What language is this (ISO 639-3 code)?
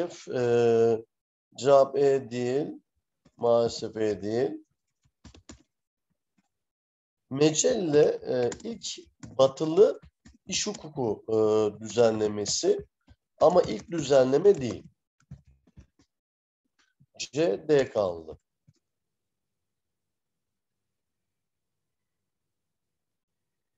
tur